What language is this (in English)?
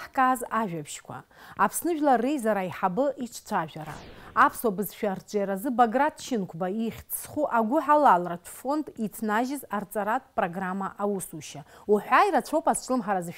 Abkhazian